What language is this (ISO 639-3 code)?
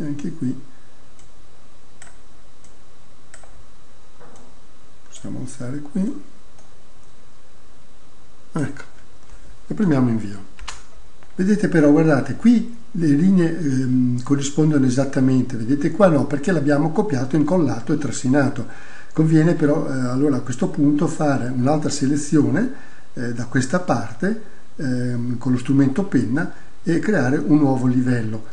ita